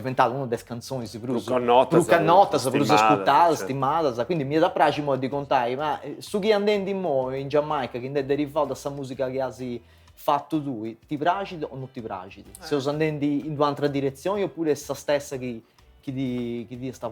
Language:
Sardinian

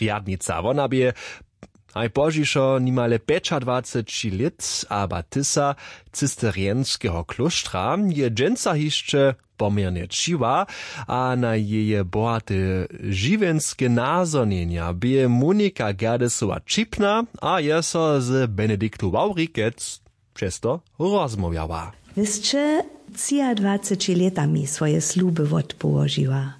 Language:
Upper Sorbian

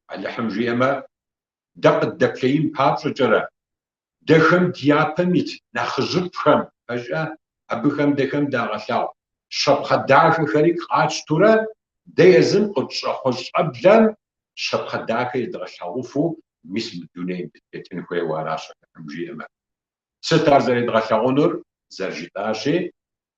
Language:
Kabardian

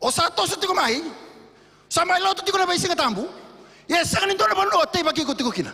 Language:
Fijian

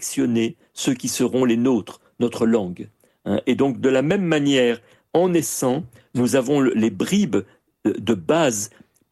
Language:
French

